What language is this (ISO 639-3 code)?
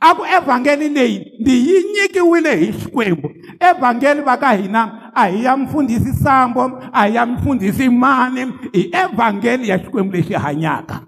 tso